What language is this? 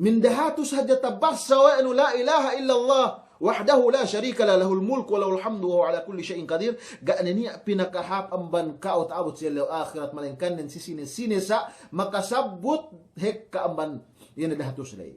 Yakan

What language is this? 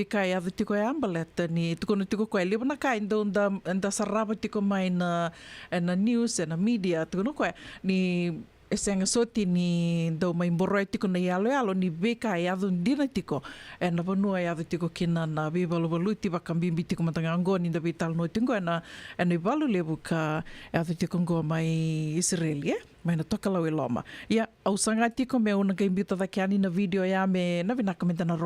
Fijian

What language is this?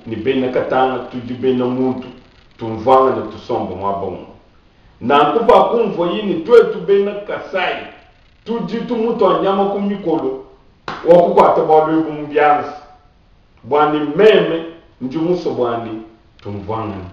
Luba-Lulua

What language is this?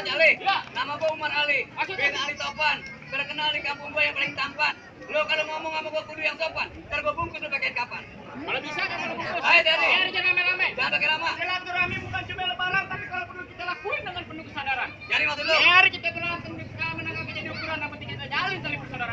Betawi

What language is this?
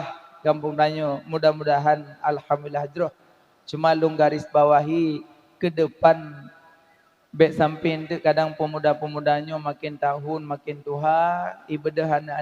Achinese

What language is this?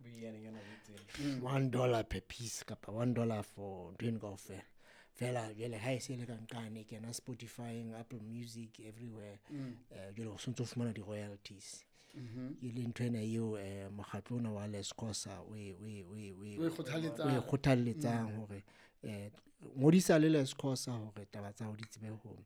Southern Sotho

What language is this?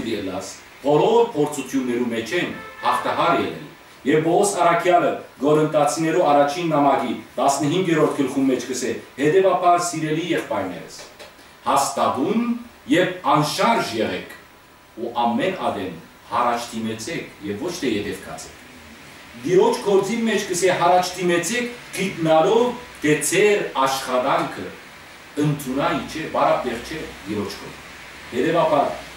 Western Armenian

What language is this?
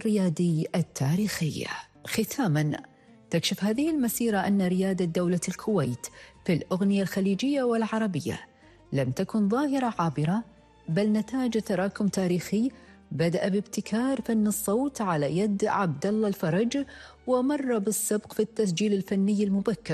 Arabic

